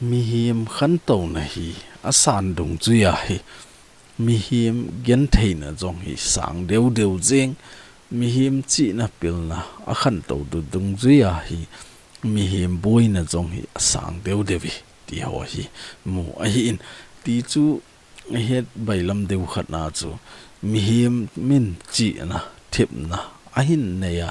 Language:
Thado Chin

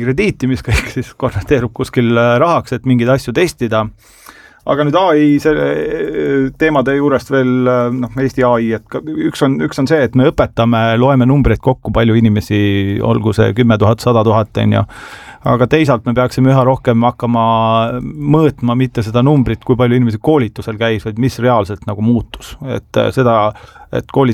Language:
Estonian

